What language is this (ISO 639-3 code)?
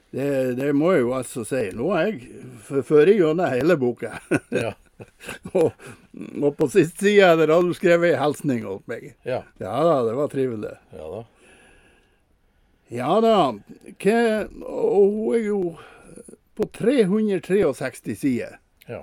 nor